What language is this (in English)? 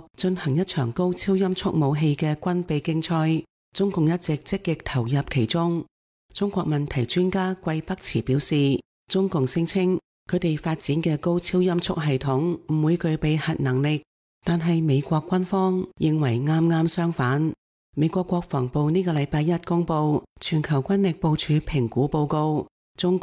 Cantonese